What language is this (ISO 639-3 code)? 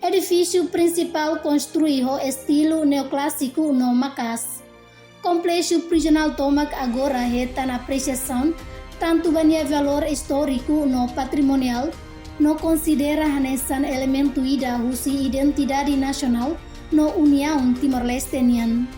tet